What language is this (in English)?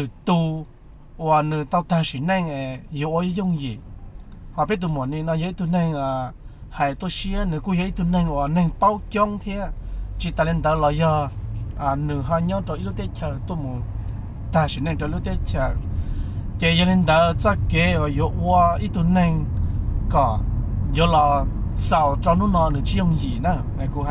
Hmong